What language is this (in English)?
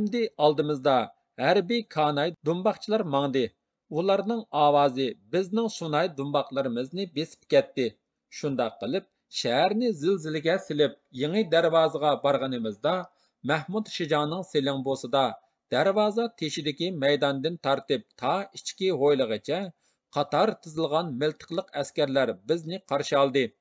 Uyghur